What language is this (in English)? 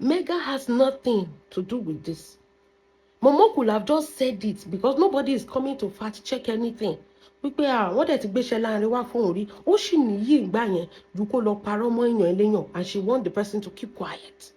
Yoruba